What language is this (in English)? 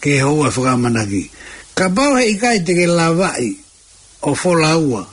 Tongan